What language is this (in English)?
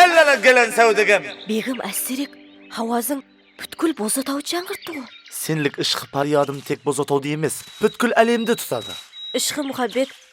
Kara-Kalpak